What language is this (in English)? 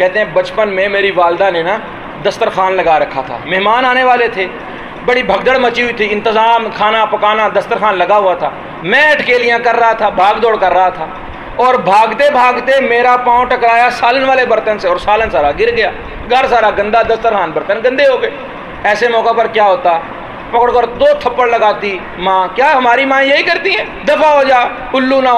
Urdu